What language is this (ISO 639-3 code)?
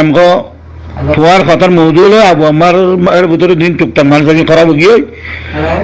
rhg